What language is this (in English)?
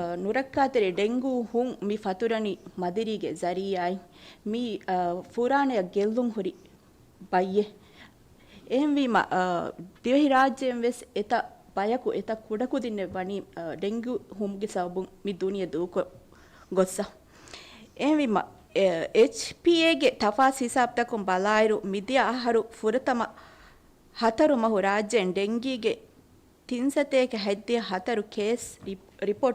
Divehi